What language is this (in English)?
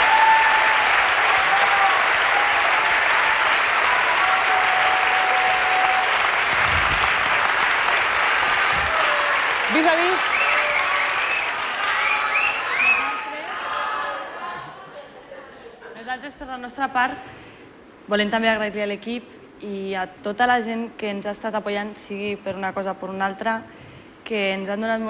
Catalan